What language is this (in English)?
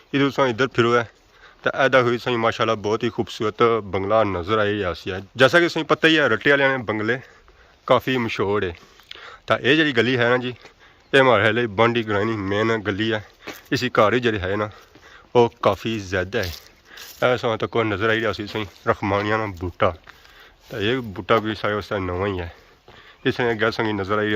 Pahari-Potwari